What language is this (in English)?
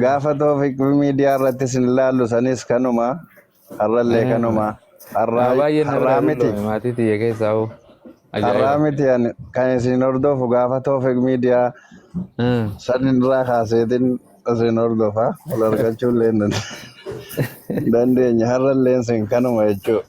Oromo